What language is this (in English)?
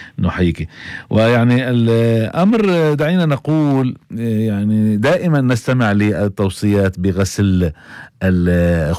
North Levantine Arabic